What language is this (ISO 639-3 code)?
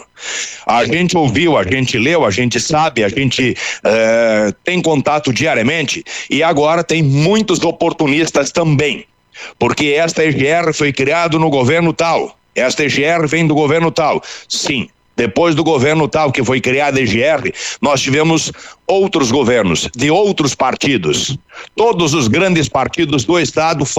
por